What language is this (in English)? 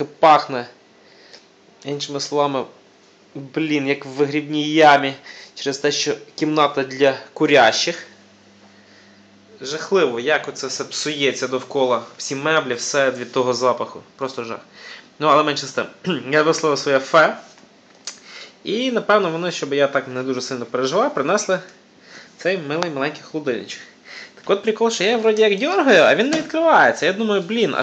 Ukrainian